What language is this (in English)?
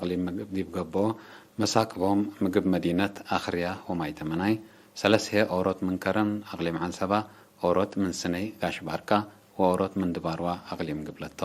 Tigre